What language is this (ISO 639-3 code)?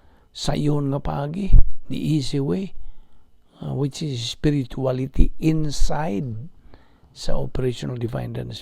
ceb